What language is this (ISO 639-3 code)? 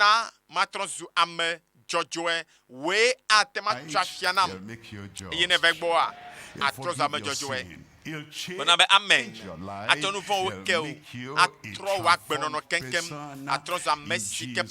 ewe